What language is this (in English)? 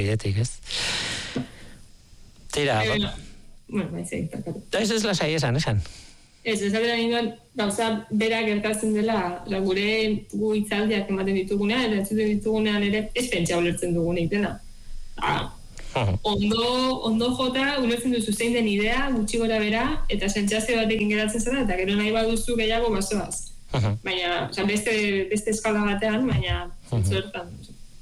Basque